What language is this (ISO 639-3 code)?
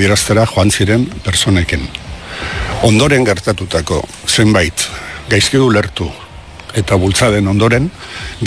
eus